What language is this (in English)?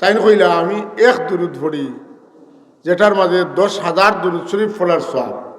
Sylheti